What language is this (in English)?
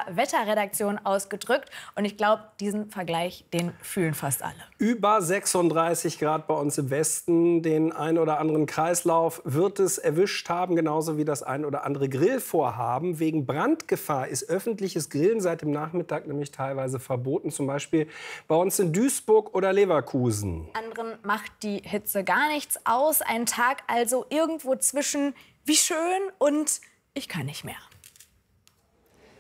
German